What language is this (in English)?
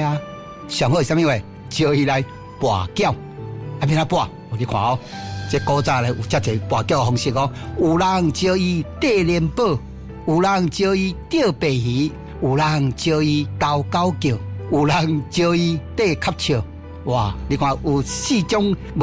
Min Nan Chinese